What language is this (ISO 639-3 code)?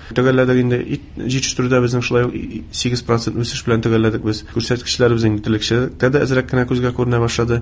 tat